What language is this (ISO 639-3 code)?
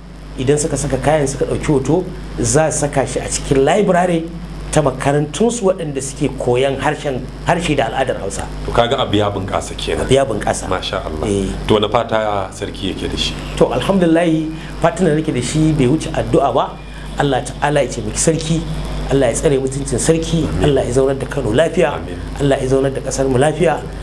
hau